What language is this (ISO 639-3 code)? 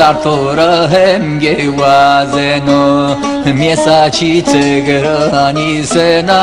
zza